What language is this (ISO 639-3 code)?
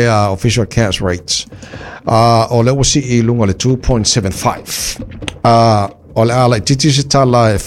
smo